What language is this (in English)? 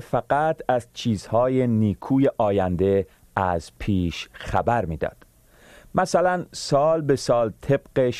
Persian